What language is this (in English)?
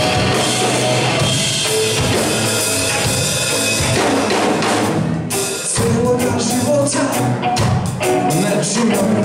Serbian